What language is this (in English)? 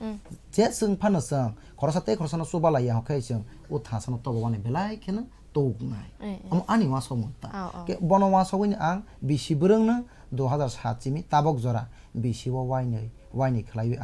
Kok Borok